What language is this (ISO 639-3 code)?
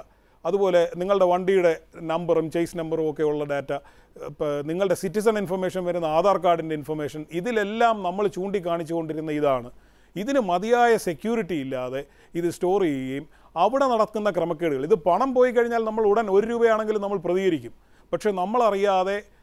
mal